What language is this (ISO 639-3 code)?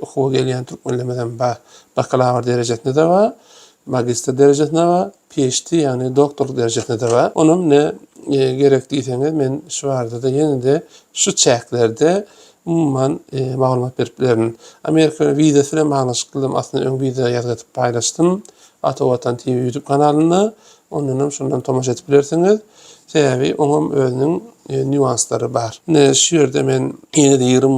tuk